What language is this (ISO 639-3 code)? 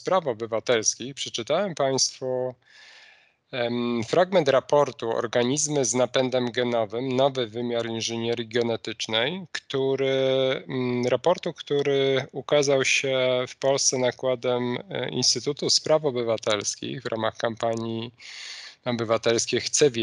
pol